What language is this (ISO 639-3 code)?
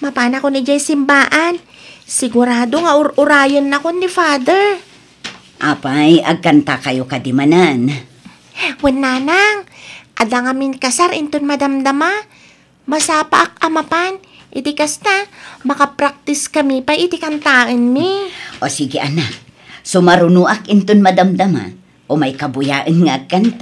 ilo